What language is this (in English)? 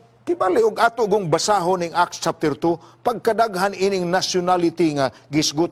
Cebuano